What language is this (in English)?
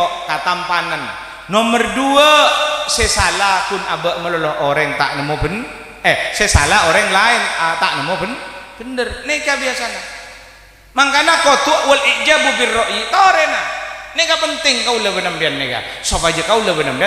Madurese